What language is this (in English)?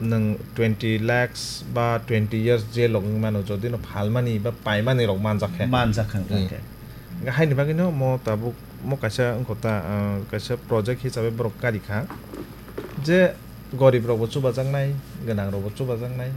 Kok Borok